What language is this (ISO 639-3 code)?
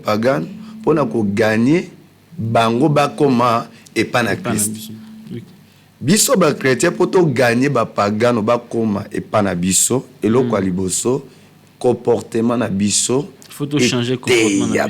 lin